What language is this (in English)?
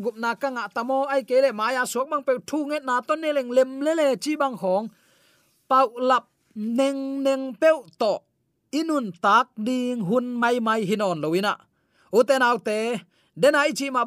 Tedim Chin